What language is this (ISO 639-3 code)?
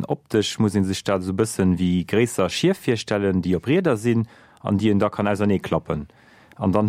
ltz